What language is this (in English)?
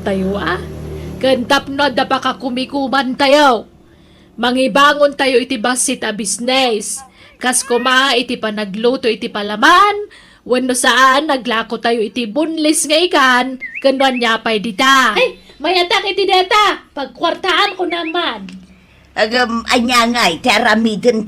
Iloko